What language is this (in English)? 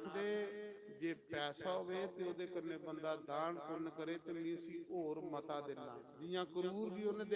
Dogri